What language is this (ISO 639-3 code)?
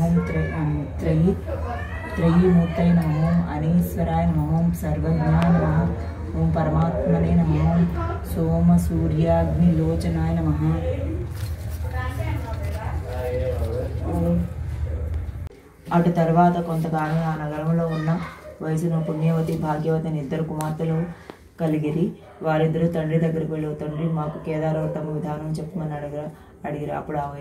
tel